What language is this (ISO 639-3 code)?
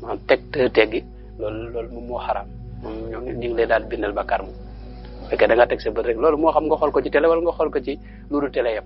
wol